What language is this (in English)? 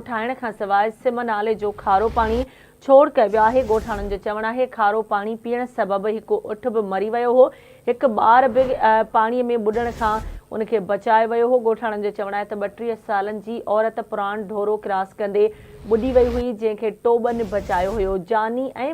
Sindhi